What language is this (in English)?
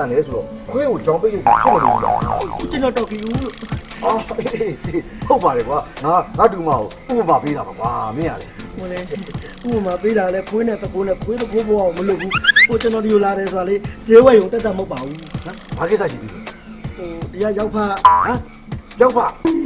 Burmese